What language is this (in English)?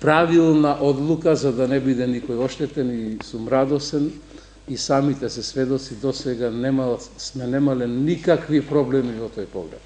Macedonian